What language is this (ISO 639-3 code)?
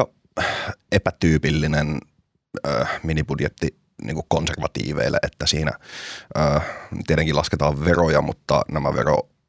fin